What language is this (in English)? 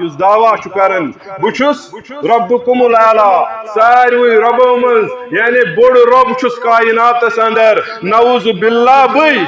Kashmiri